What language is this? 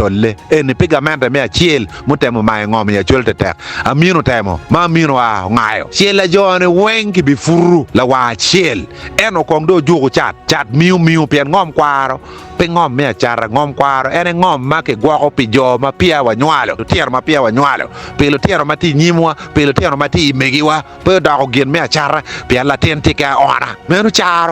Acoli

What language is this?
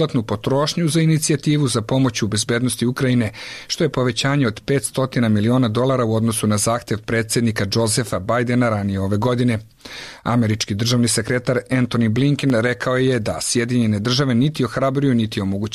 Serbian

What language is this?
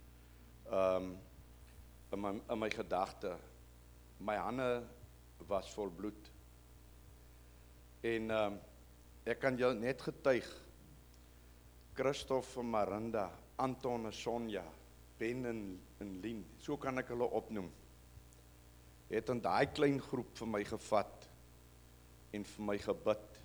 Afrikaans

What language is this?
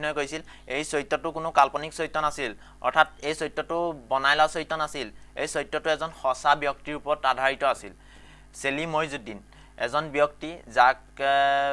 Assamese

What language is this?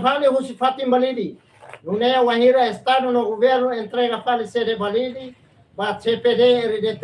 Tetum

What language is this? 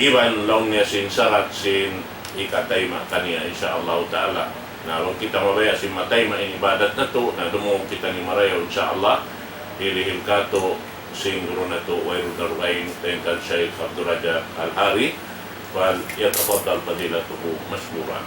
Tausug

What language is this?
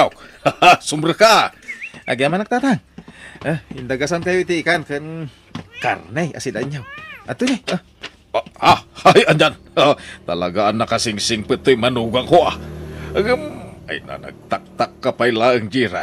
Iloko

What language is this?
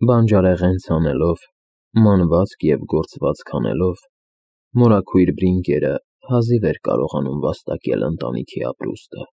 Armenian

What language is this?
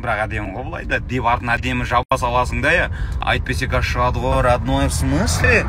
Kazakh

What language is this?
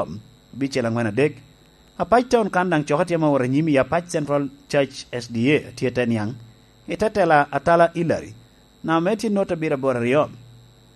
Lango (Uganda)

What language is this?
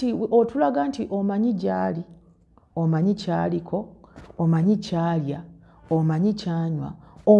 Ganda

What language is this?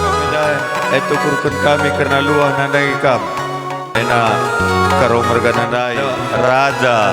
Batak Karo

